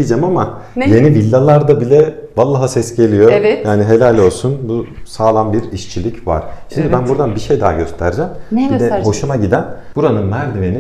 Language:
Turkish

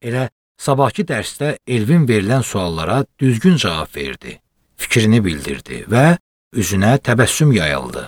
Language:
Azerbaijani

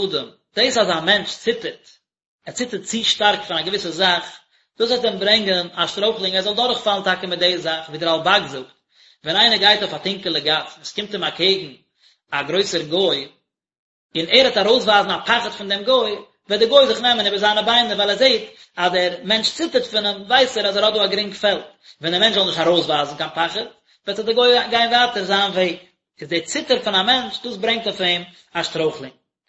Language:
Yiddish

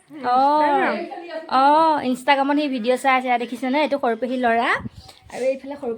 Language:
Assamese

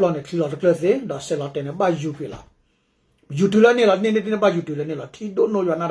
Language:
S'gaw Karen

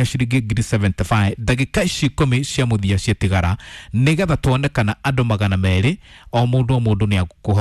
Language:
Kikuyu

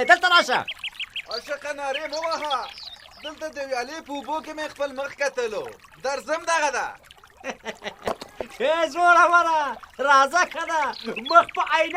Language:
Pashto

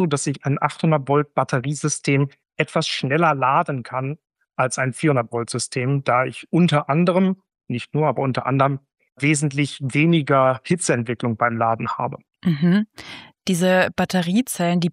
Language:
German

